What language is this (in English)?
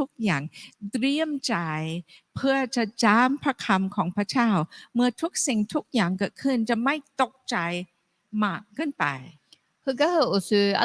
Akha